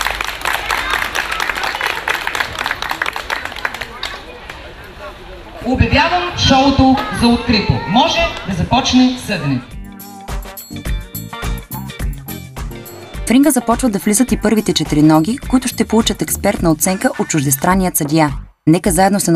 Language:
Bulgarian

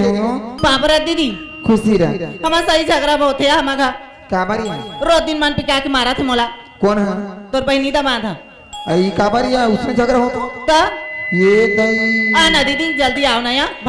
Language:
Chhattisgarhi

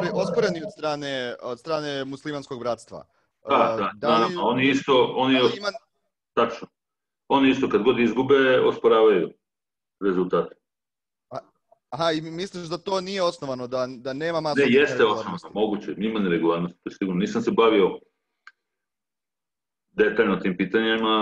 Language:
Serbian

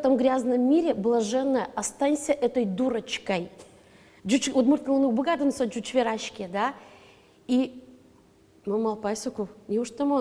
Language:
Udmurt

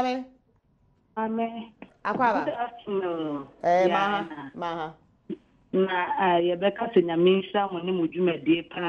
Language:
Akan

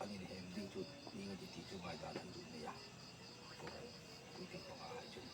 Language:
Hmar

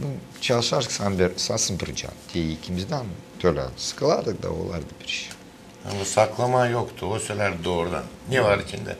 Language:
Gagauz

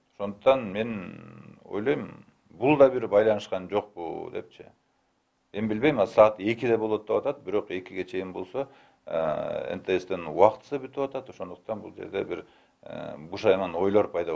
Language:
Kyrgyz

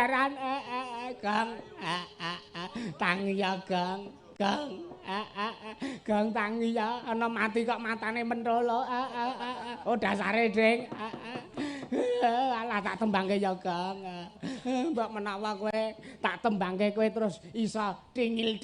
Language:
Javanese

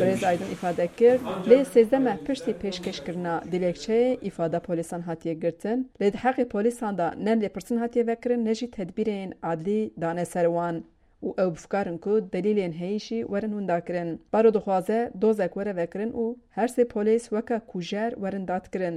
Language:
Kurdish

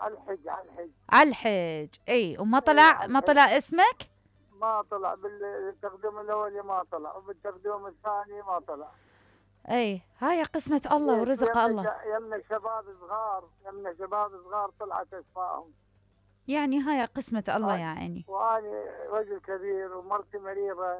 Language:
Mesopotamian Arabic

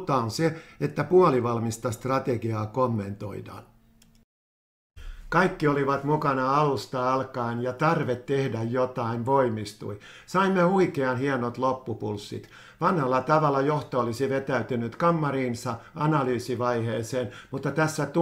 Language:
Finnish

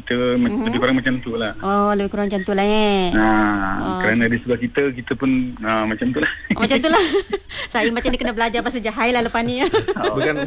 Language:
Malay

